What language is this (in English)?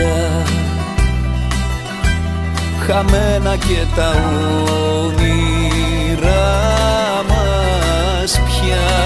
Greek